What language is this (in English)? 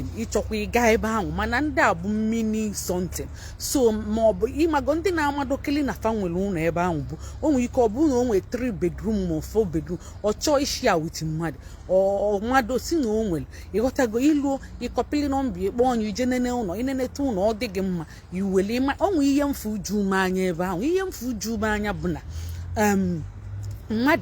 Igbo